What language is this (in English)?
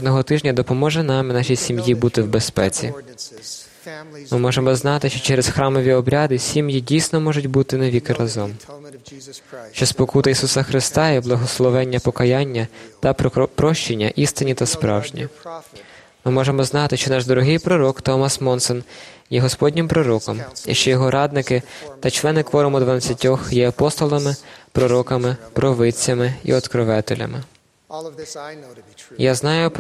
Ukrainian